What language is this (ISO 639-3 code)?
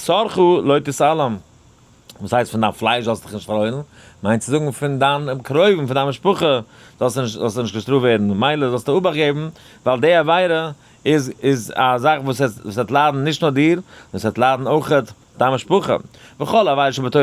yid